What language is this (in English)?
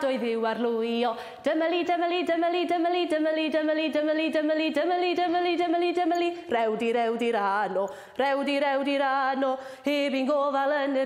Welsh